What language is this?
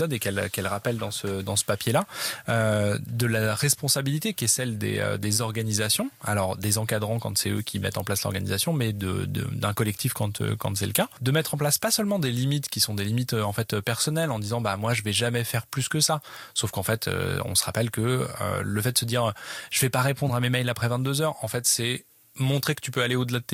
French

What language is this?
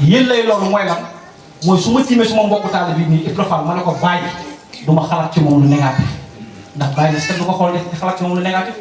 Wolof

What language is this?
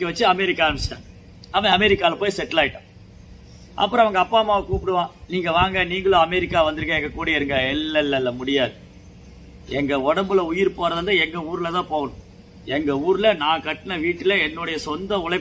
Tamil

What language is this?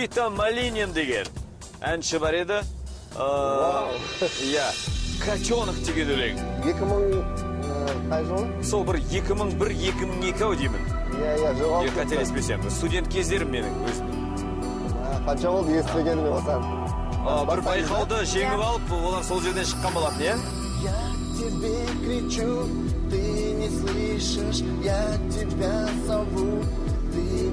Kara-Kalpak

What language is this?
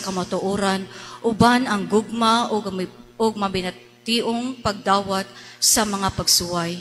Cebuano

